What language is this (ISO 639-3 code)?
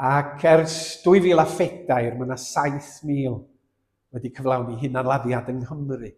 cym